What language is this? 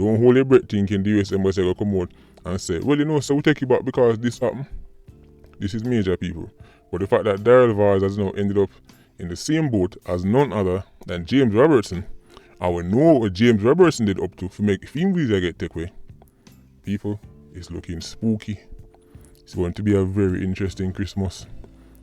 Jamaican Creole English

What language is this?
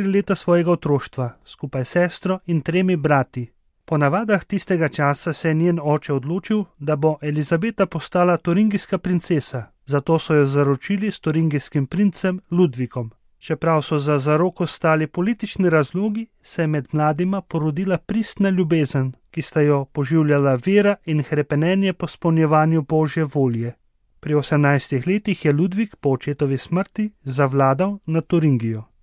Slovenian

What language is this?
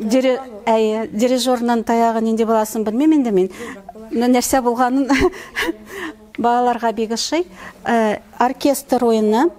Tatar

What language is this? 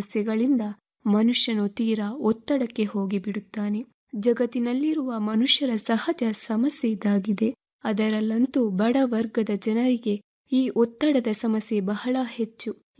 Kannada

